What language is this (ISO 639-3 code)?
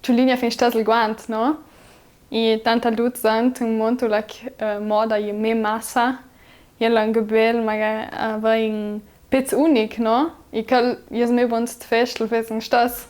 lld